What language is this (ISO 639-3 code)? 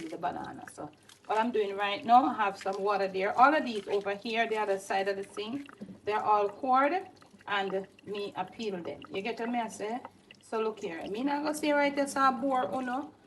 jam